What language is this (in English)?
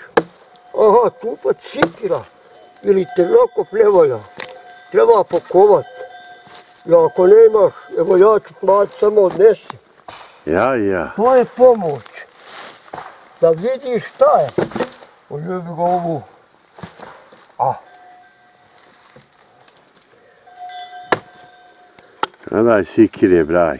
Bosnian